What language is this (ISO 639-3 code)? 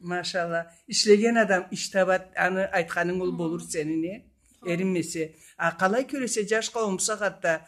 krc